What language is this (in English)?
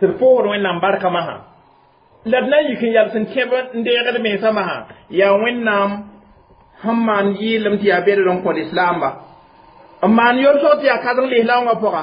Mossi